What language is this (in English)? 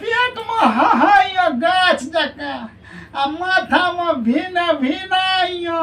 Maithili